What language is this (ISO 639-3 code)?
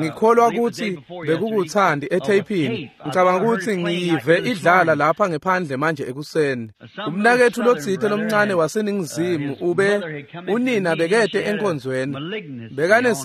ssw